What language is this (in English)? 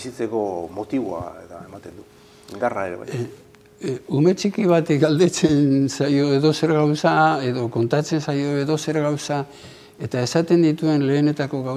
Basque